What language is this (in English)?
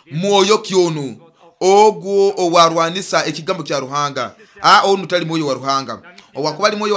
Nyoro